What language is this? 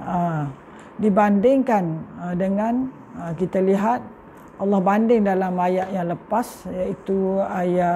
Malay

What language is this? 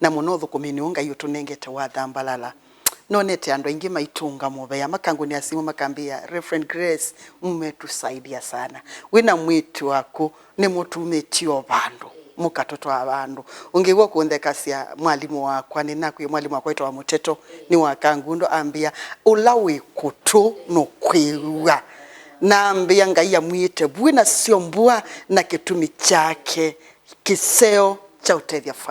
Kamba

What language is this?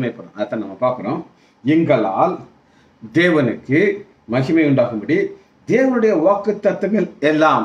Tamil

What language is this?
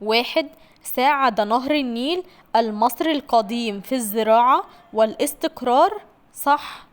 Egyptian Arabic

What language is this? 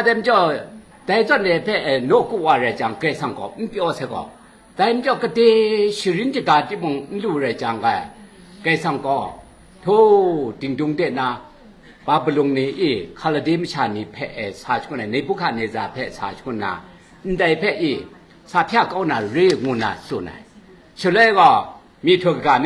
Kachin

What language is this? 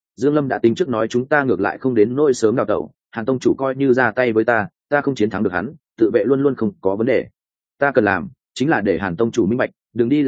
Vietnamese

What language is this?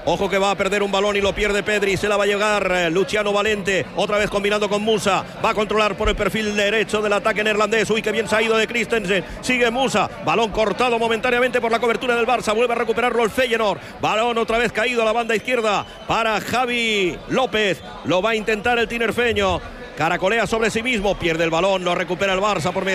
Spanish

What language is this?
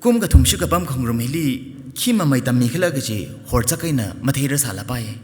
Tangkhul Naga (India)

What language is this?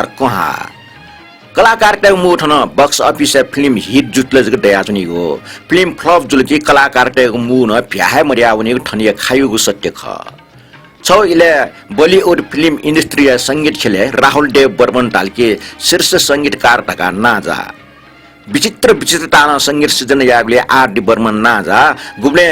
Newari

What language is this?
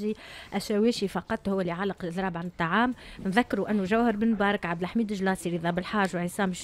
Tunisian Arabic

